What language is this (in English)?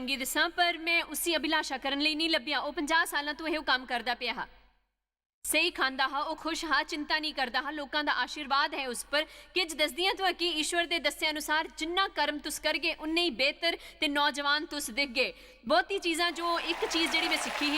Dogri